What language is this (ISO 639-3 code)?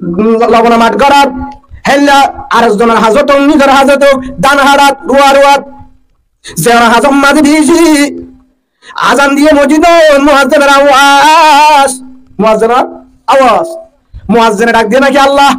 rhg